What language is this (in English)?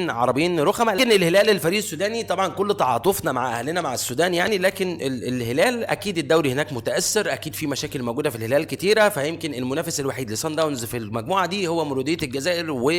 Egyptian Arabic